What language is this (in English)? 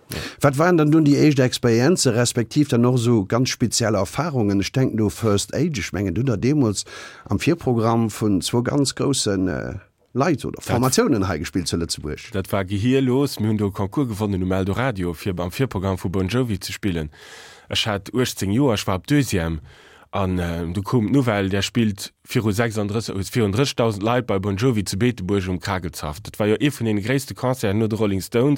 Luxembourgish